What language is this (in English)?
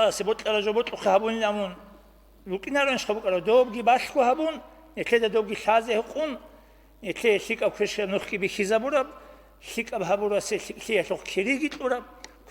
Avaric